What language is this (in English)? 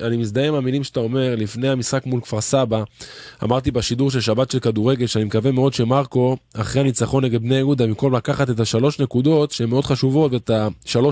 Hebrew